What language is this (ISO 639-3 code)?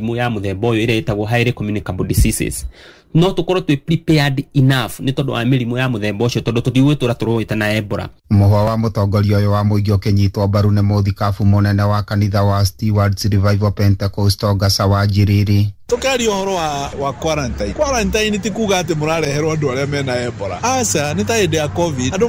kik